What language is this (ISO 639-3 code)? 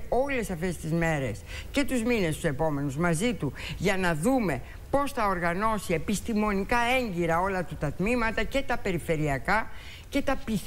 ell